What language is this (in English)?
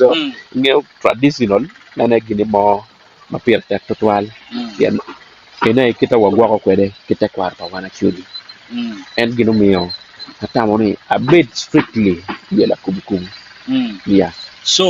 Acoli